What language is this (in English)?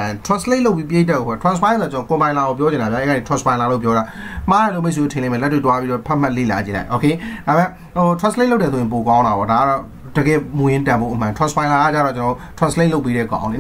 Burmese